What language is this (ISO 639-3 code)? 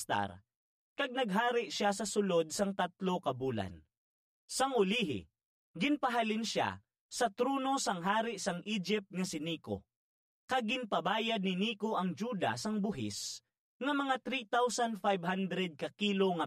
hil